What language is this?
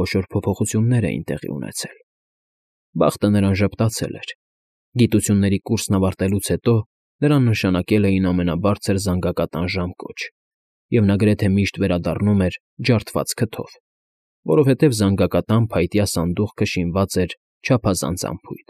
Armenian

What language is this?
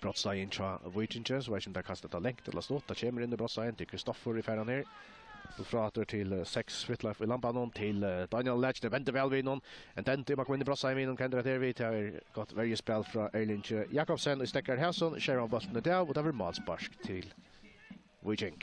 Faroese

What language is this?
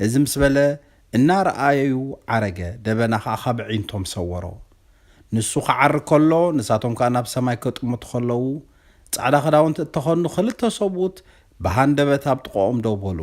Tigrinya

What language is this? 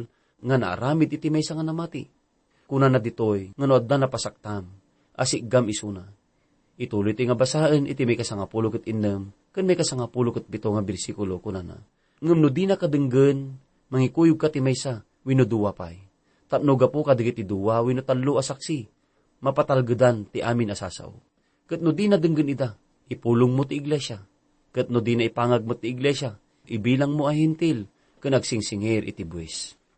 Iloko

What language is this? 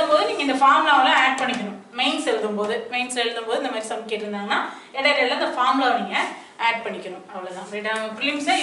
Tamil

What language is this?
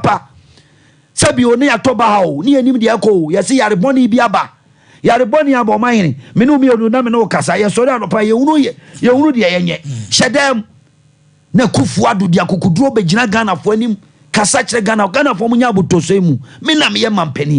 Akan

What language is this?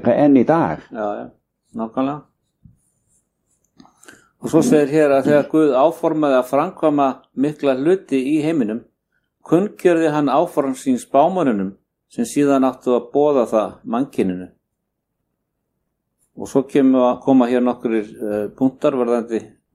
Icelandic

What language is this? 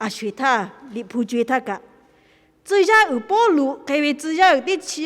Lahu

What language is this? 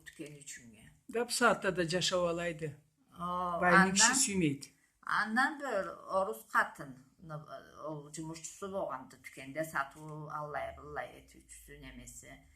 Karachay-Balkar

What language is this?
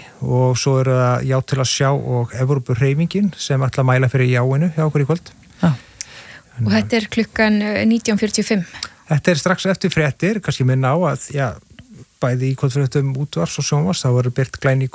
Icelandic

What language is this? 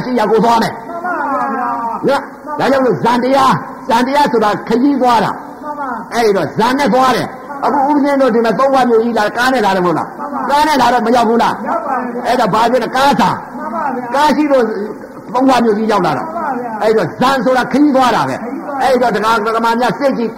Burmese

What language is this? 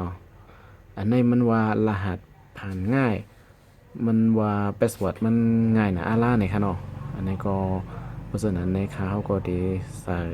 Shan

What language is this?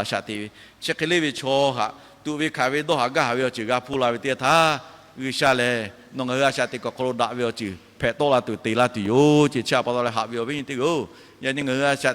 Lahu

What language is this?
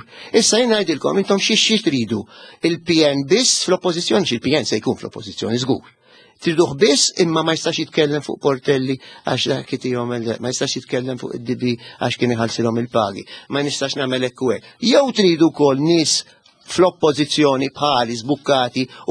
Maltese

